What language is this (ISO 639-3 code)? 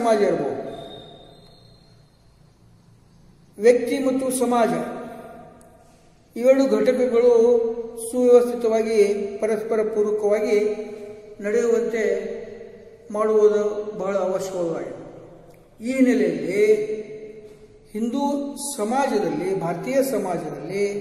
kan